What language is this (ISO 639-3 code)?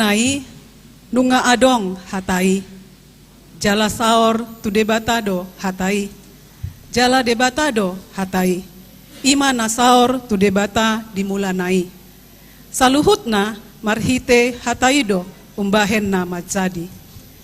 bbc